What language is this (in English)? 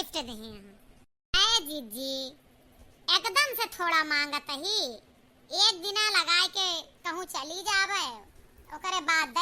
Awadhi